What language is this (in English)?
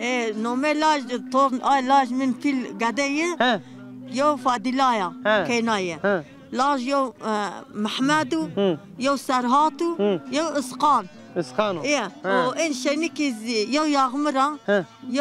Zaza